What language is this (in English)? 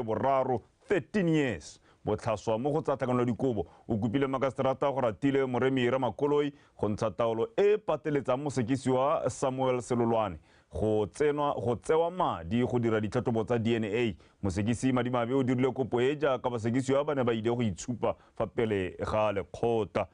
Tswana